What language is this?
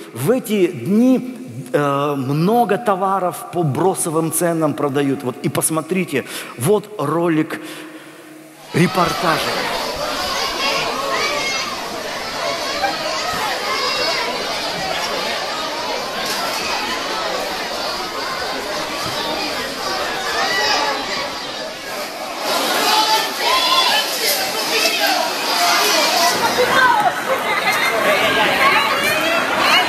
Russian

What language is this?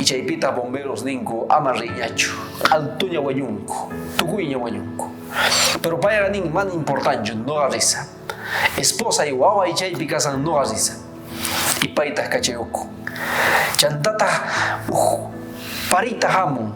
South Bolivian Quechua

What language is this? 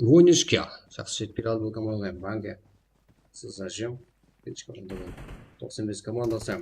Kara-Kalpak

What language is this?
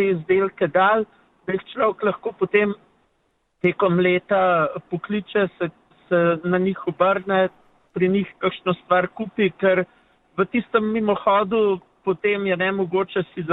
Slovenian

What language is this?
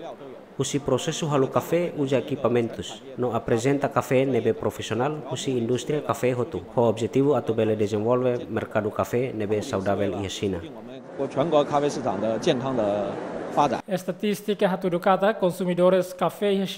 Tetum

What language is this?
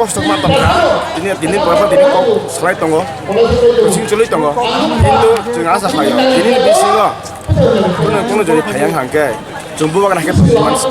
Kok Borok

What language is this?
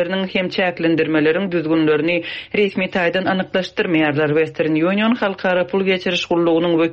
Turkmen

